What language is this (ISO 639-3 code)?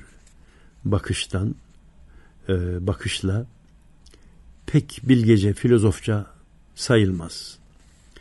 tur